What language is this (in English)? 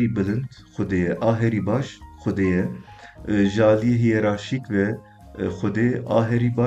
Kurdish